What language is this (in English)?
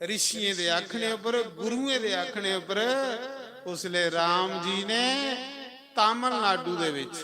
Dogri